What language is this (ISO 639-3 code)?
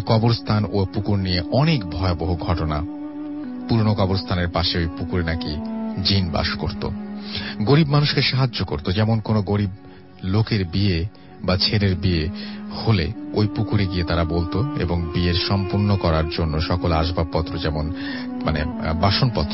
ben